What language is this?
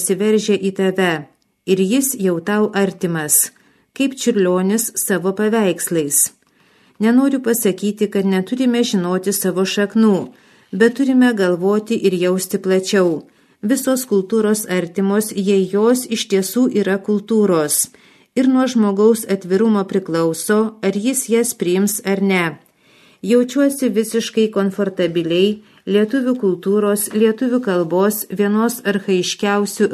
Lithuanian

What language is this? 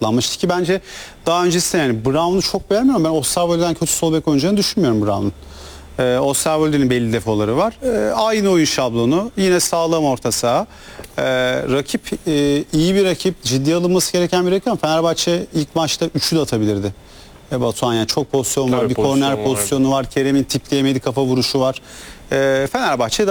Turkish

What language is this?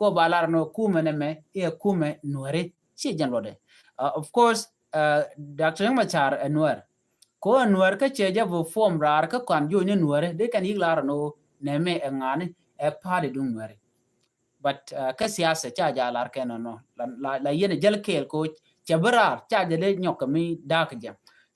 Nuer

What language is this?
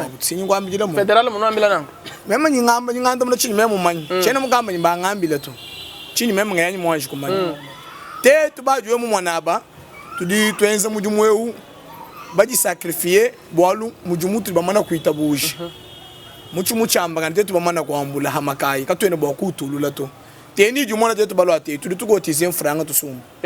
Luba-Lulua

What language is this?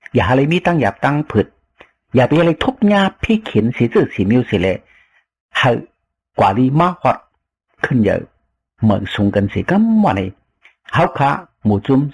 Shan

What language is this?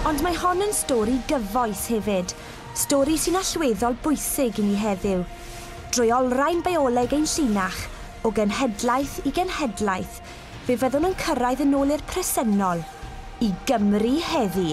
Welsh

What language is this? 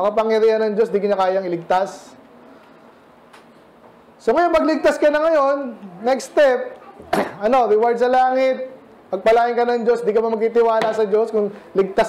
Filipino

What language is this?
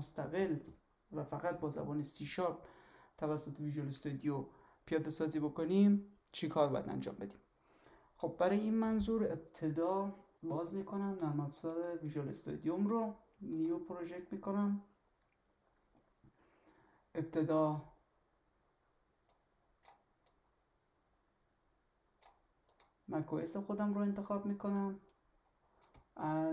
Persian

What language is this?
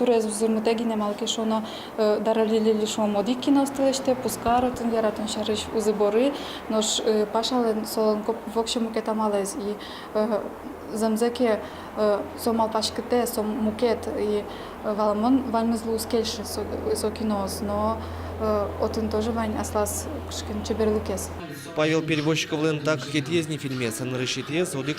Udmurt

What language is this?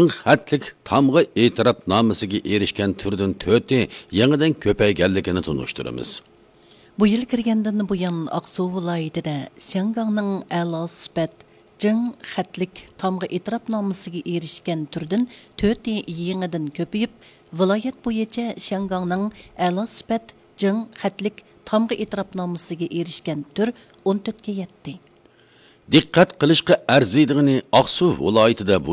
Uyghur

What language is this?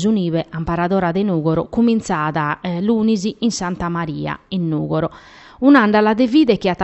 Sardinian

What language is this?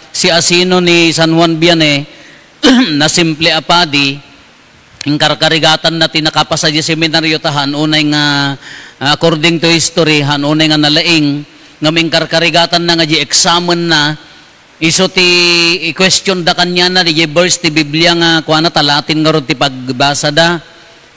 Iloko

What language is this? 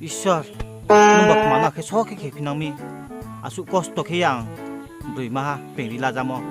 Riang (India)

